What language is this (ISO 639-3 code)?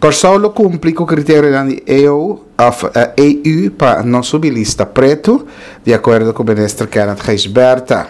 pap